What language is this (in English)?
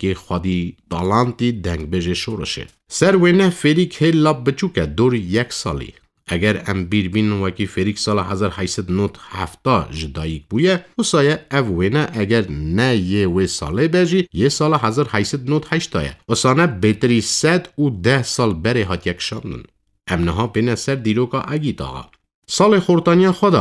Kurdish